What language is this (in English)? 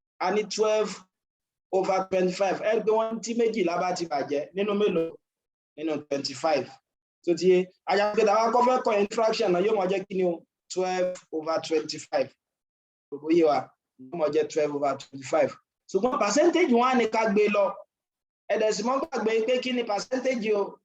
Yoruba